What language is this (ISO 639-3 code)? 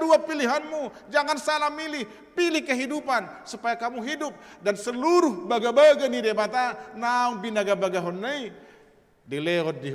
bbc